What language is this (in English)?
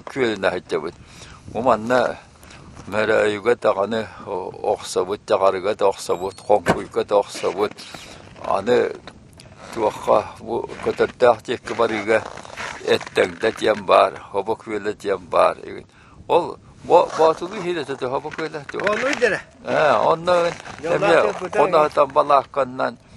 Yakut